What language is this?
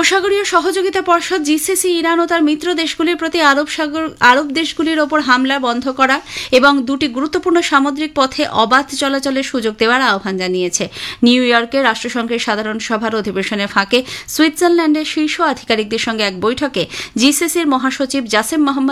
Bangla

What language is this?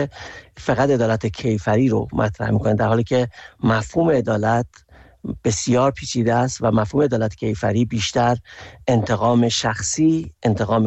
Persian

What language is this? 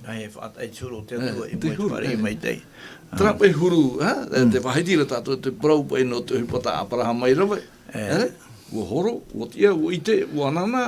Tahitian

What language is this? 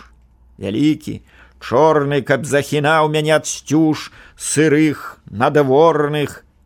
Belarusian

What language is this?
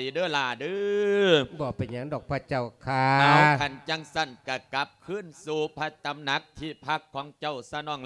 Lao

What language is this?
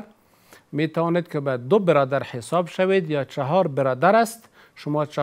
Persian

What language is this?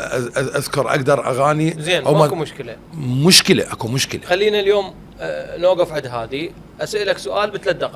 Mesopotamian Arabic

